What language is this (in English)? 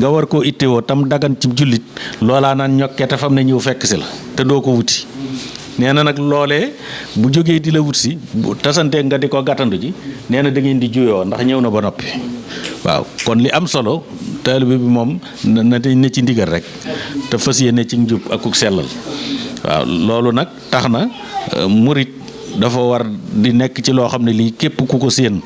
Wolof